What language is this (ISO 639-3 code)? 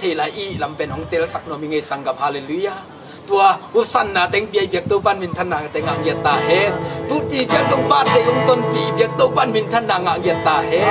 ctd